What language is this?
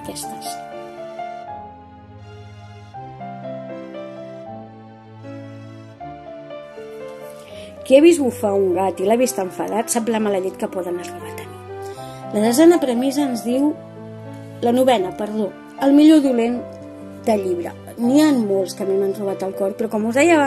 Catalan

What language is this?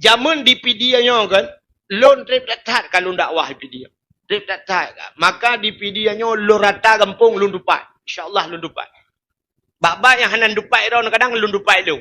Achinese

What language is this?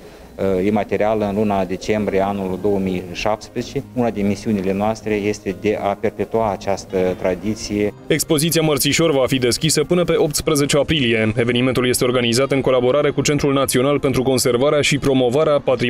Romanian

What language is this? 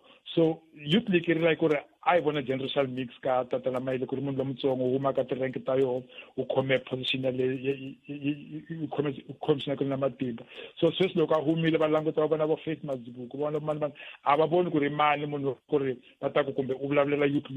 Tsonga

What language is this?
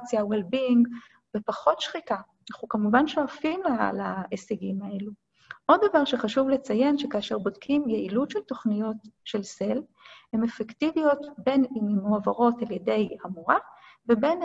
Hebrew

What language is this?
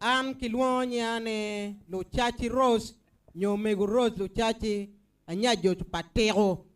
Acoli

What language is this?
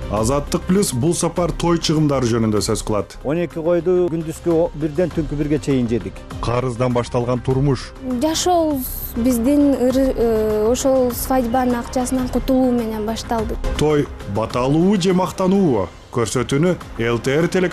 Kyrgyz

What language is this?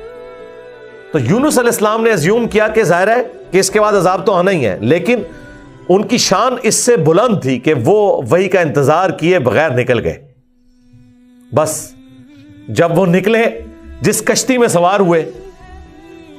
Urdu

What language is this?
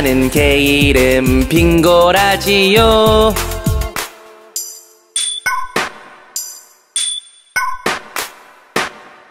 Korean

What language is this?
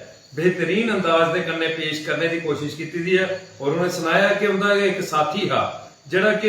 Dogri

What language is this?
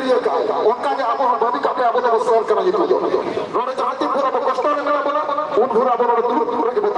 Santali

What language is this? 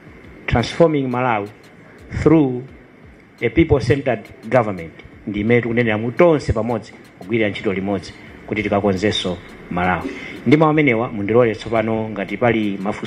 Nyanja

